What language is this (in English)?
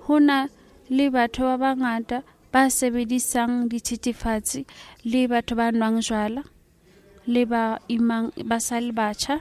Southern Sotho